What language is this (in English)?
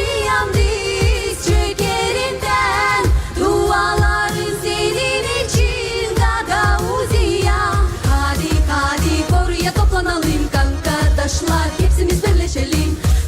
Gagauz